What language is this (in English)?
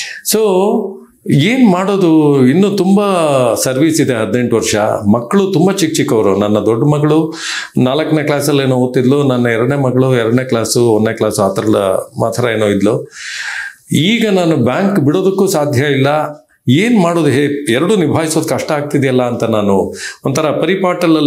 Kannada